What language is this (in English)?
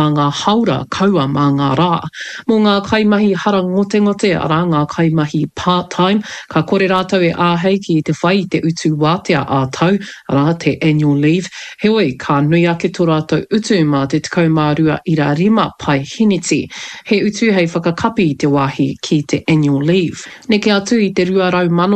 Māori